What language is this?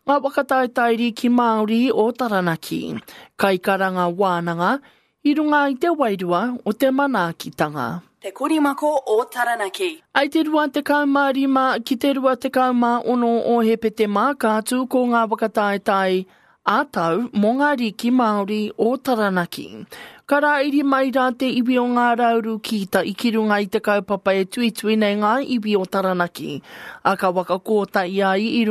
Māori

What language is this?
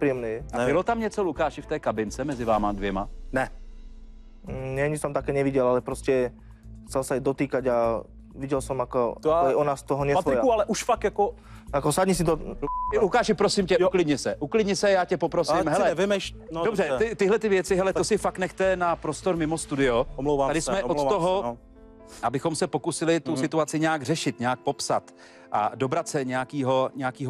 Czech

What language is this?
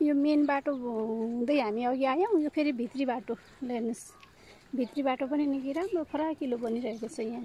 Nepali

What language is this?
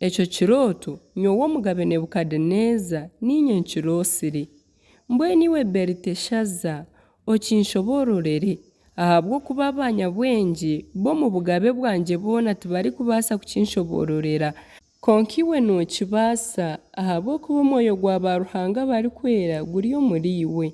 Nyankole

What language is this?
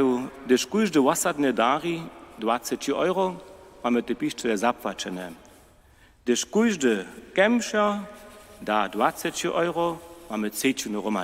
Upper Sorbian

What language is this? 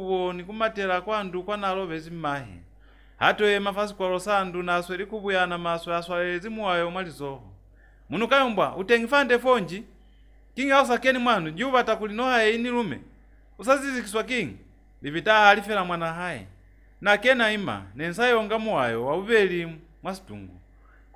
Lozi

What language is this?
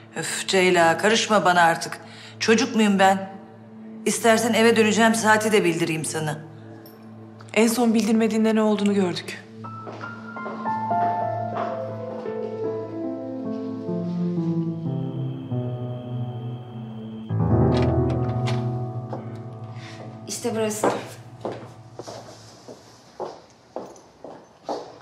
Turkish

